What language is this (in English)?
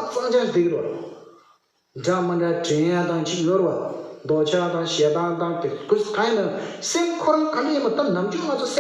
Tibetan